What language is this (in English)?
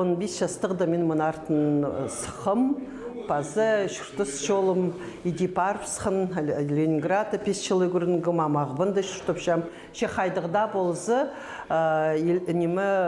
Khakas